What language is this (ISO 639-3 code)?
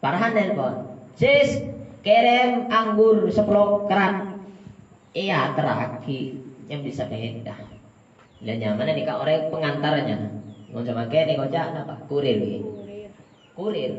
mad